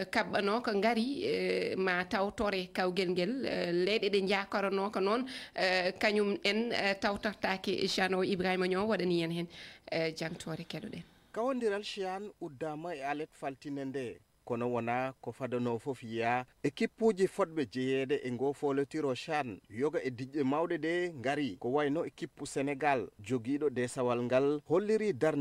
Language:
Fula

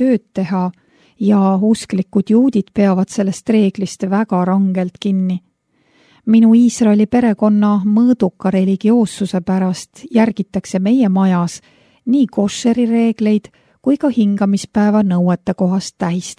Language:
Estonian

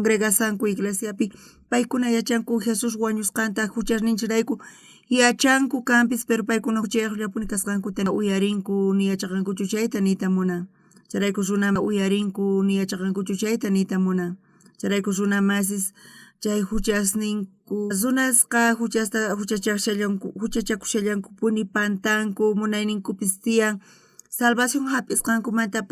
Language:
South Bolivian Quechua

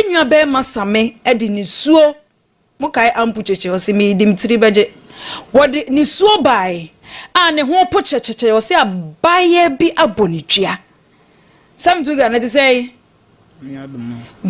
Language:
Akan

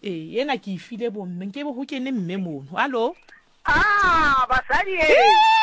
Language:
Southern Sotho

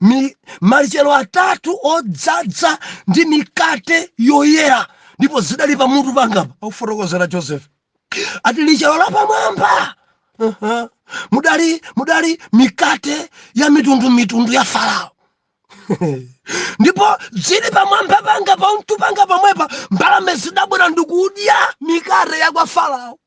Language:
Nyanja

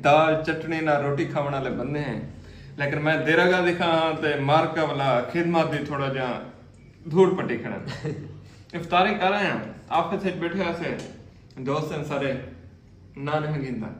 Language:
Saraiki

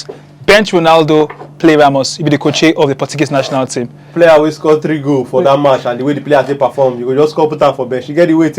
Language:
Nigerian Pidgin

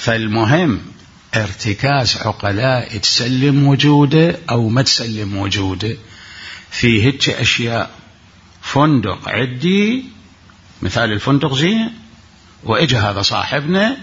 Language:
Mesopotamian Arabic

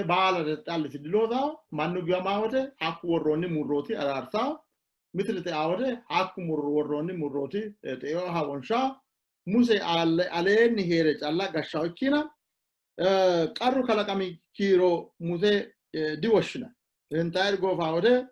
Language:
Sidamo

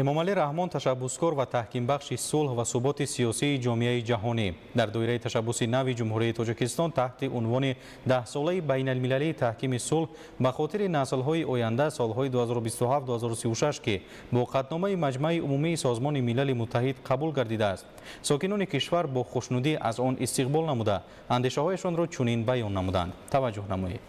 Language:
Tajik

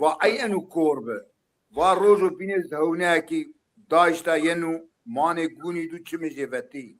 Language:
Zaza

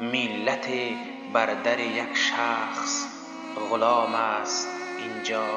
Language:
Tajik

